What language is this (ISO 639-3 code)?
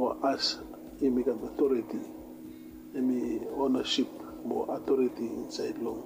bis